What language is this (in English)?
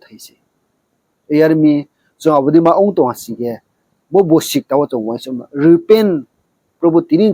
Riang (India)